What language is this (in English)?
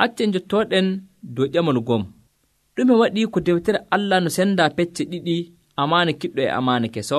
Nigerian Fulfulde